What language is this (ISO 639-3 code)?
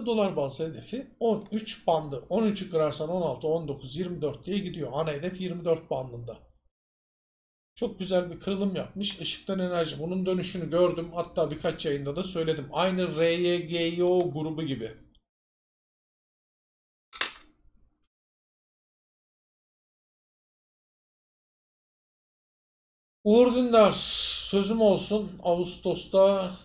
tur